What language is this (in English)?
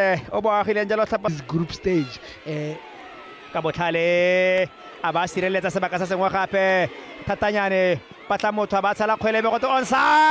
Tswana